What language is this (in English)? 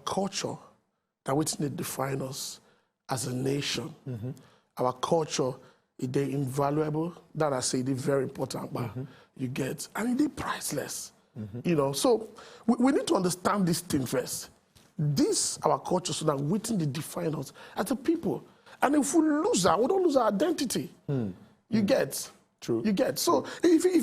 Nigerian Pidgin